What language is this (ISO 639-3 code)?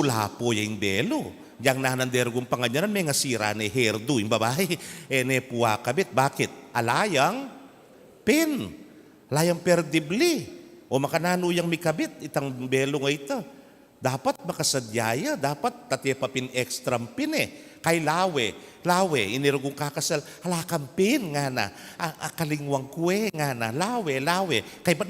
pam